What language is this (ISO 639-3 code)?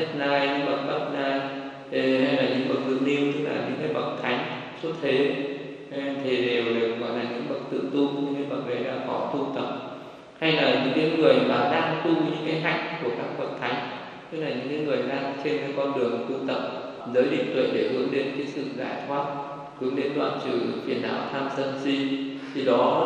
vie